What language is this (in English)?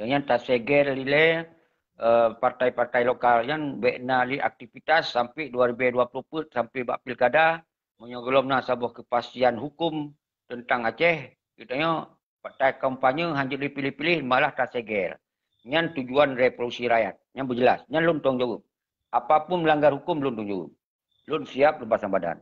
Achinese